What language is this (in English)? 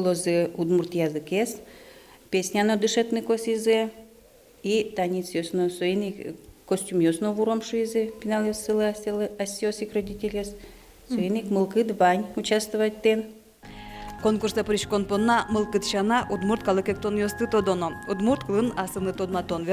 Udmurt